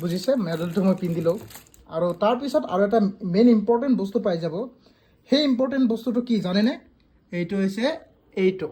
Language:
Assamese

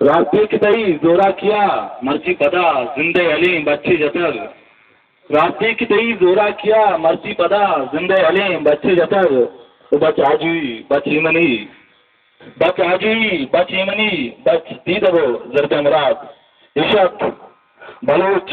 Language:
Baluchi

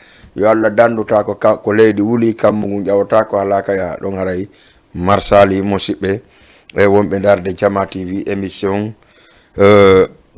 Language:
Fula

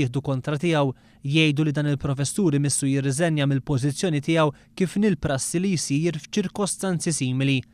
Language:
Maltese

